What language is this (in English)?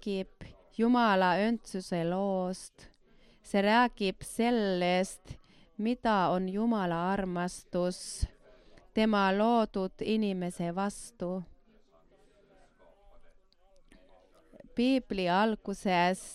Estonian